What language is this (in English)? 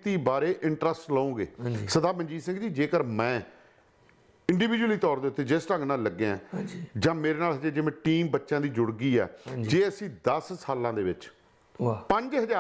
Punjabi